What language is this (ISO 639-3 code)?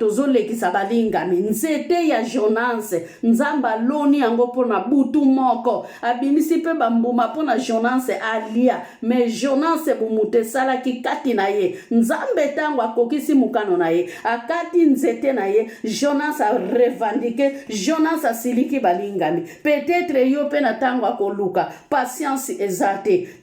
lin